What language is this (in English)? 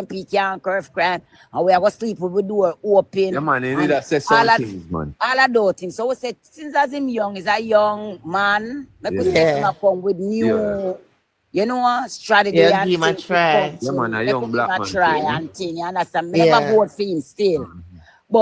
Jamaican Creole English